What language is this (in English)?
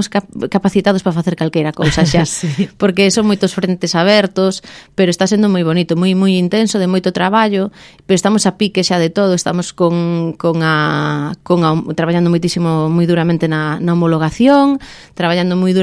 Galician